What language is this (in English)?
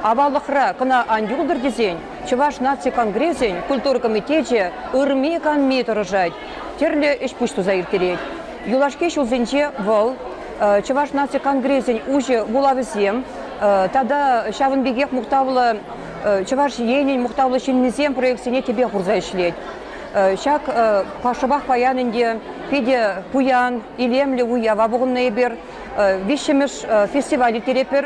Chuvash